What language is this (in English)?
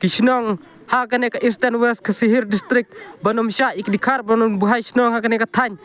Khasi